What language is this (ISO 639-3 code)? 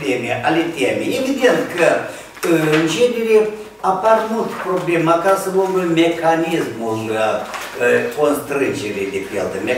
ron